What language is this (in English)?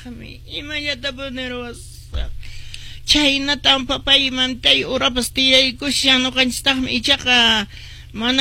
Quechua